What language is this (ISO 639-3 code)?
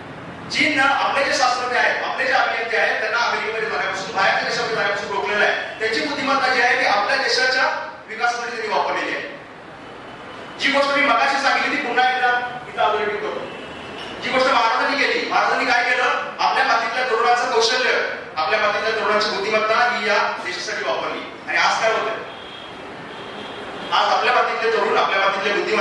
mar